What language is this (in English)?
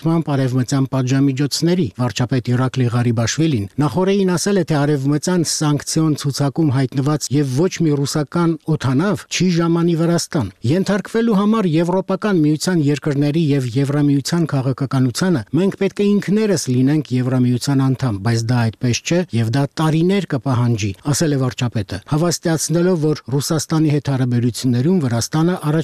Armenian